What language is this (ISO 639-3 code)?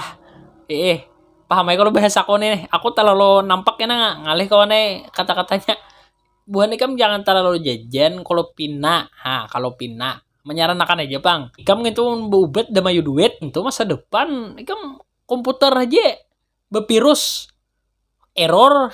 bjn